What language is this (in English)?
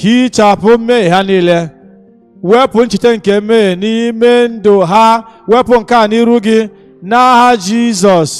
Igbo